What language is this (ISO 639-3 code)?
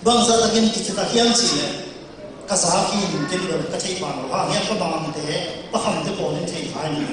ctd